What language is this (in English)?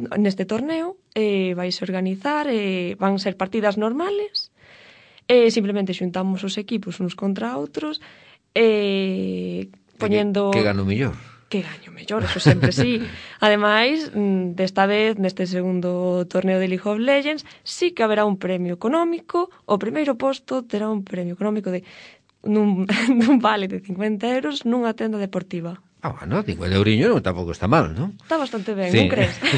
Galician